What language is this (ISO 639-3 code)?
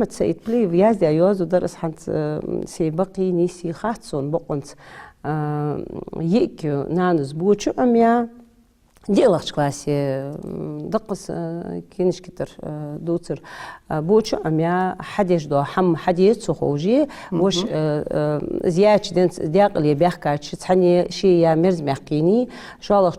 inh